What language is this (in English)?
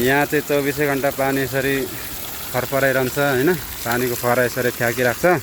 Nepali